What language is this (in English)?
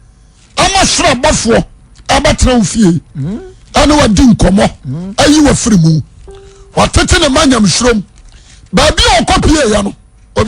Akan